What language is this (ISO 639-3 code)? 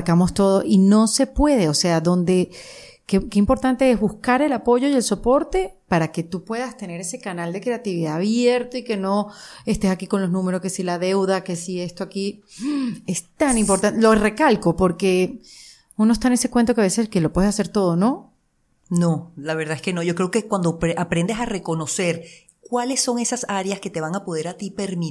spa